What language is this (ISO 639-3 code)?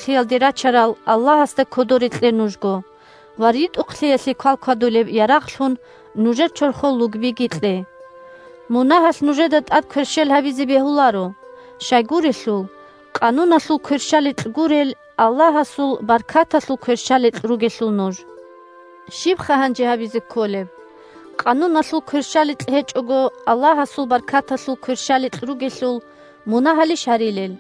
ava